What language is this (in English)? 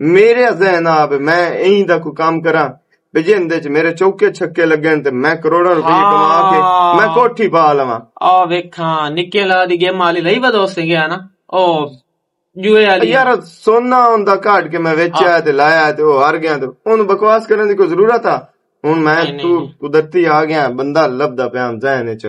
Western Panjabi